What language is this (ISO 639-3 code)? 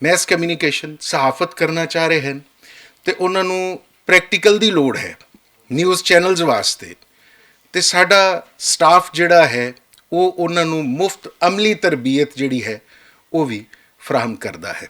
lah